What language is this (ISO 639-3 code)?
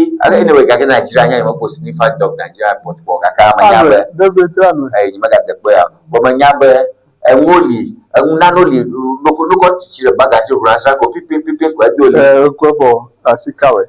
ewe